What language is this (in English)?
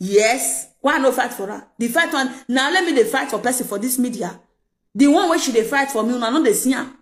Nigerian Pidgin